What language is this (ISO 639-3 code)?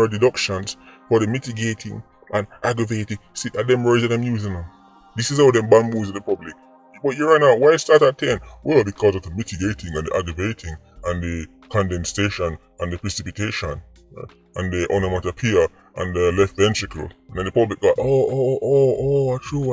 jam